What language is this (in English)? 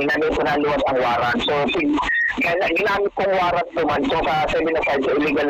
Bikol